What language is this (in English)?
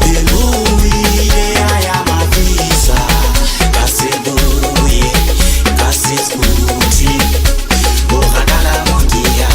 Southern Sotho